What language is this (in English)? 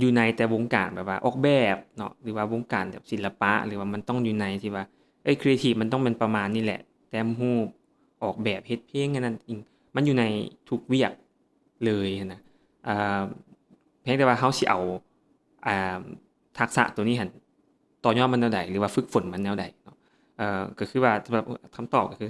Lao